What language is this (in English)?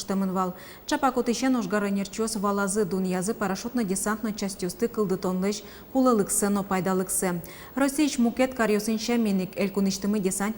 Udmurt